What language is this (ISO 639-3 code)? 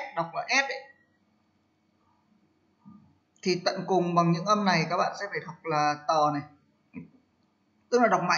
vie